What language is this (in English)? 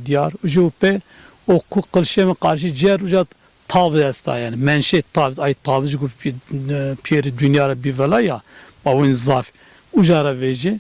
Zaza